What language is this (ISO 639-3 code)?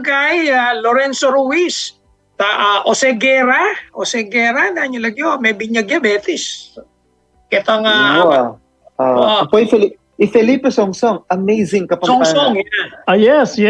pam